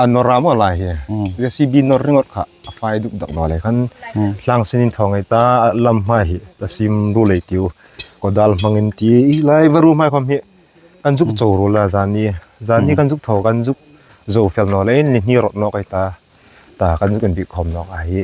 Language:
Hmar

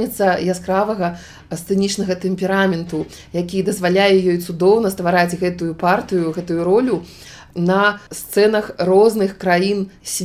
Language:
Belarusian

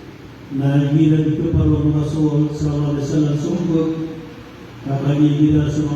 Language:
Maranao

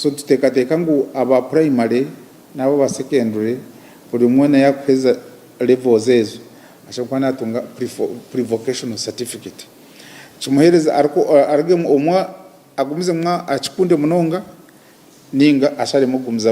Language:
Nyankole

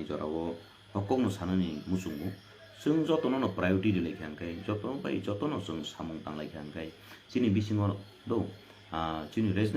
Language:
Kok Borok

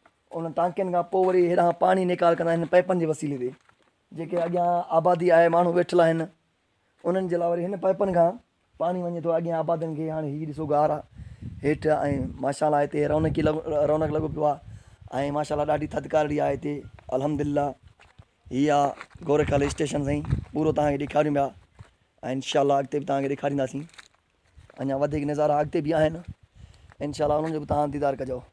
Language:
Sindhi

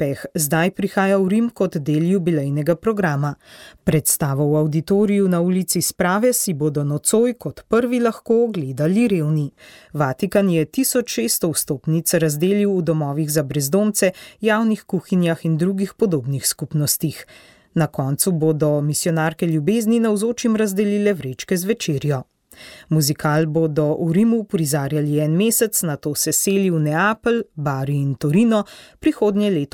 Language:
Slovenian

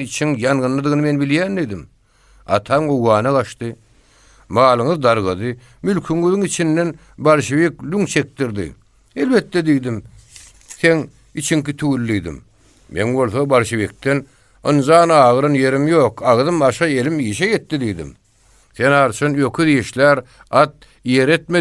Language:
Turkmen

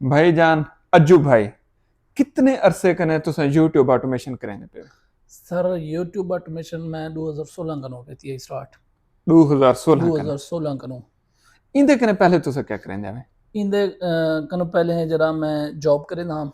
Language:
Saraiki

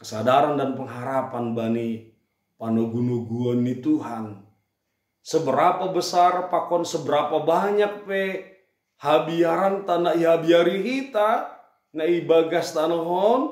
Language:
Batak Simalungun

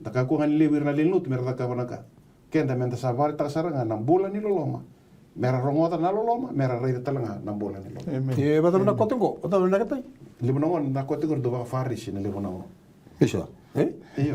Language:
Fijian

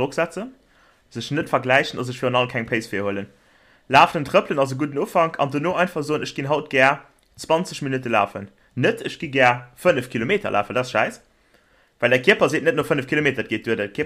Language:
Luxembourgish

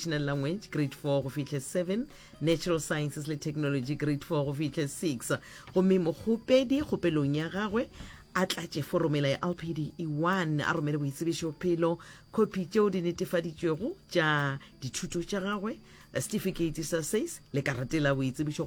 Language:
Northern Sotho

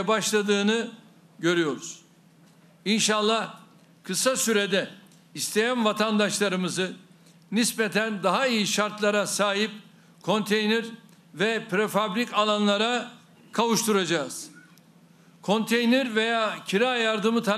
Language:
Turkish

